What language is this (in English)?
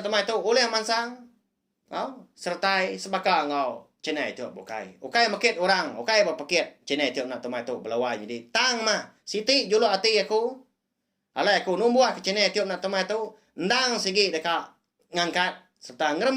Iban